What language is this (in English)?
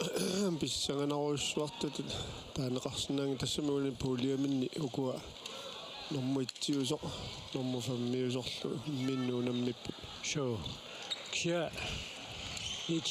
Kalaallisut